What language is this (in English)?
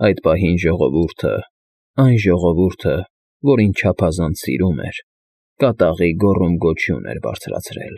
Armenian